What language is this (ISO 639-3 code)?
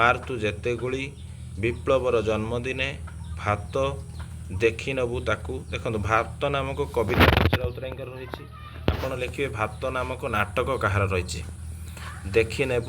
ori